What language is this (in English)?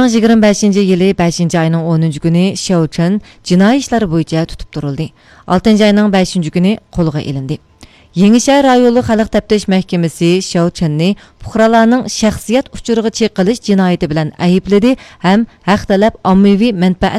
Uyghur